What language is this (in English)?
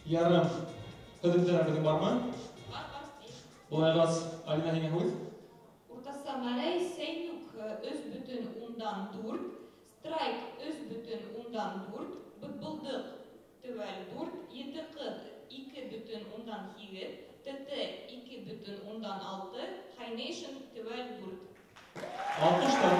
Bashkir